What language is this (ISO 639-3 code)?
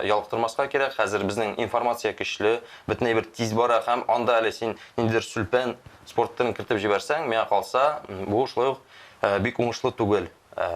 tat